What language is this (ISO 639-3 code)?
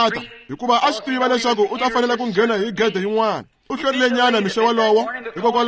tso